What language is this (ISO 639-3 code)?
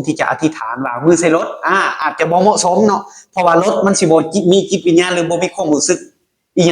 lao